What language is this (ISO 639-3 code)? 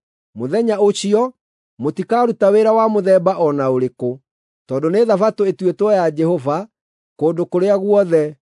kik